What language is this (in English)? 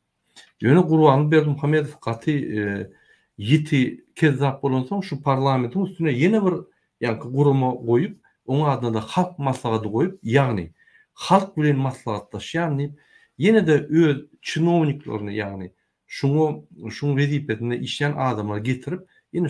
Turkmen